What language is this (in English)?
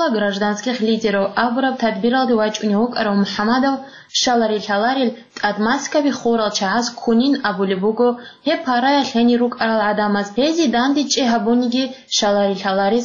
Avaric